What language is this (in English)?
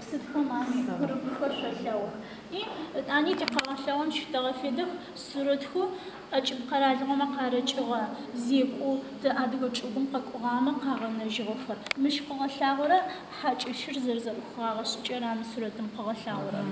Adyghe